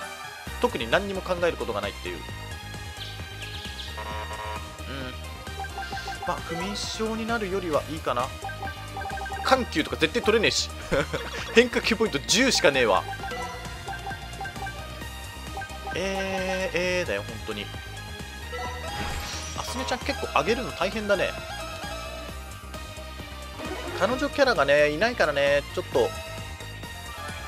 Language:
Japanese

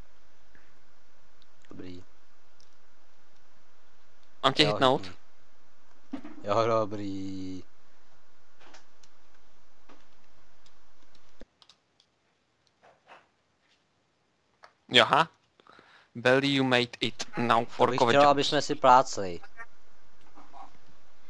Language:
Czech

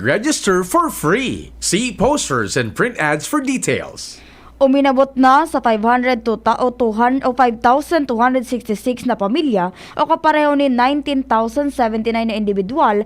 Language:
Bikol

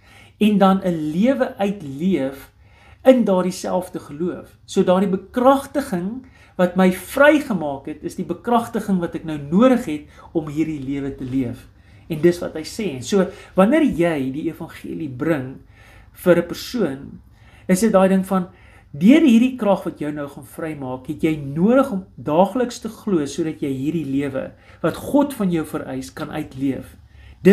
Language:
Afrikaans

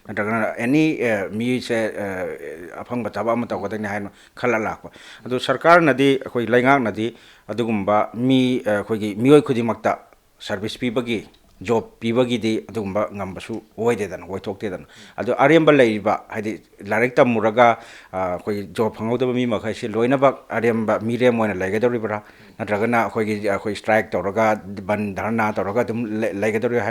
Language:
Manipuri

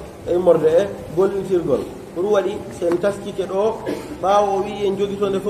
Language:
Pular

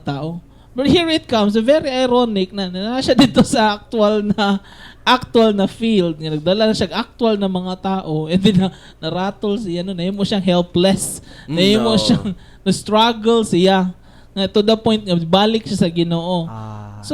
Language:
Cebuano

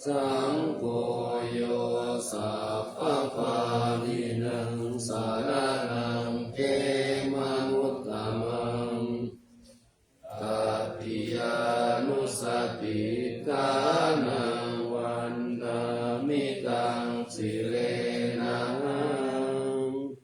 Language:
Pali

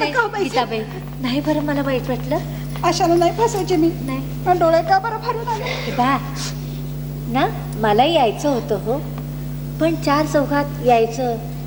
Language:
Marathi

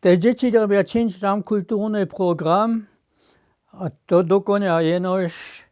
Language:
Upper Sorbian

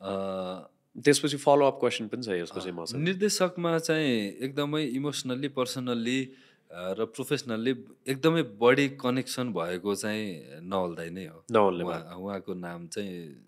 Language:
Nepali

